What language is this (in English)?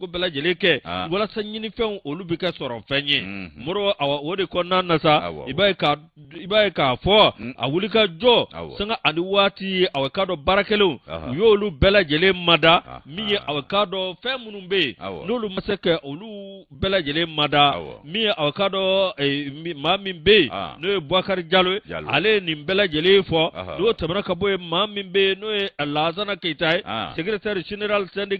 Bambara